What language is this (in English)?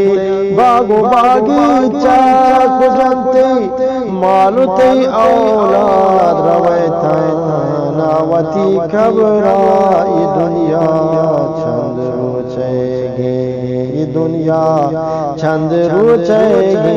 Eastern Balochi